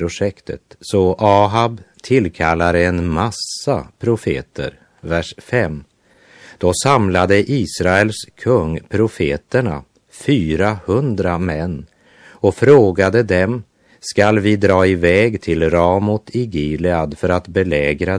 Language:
Swedish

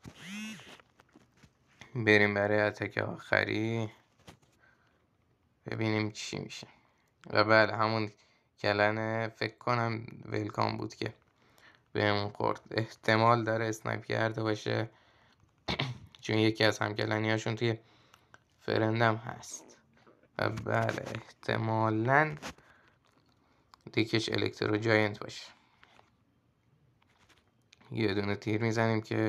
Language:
Persian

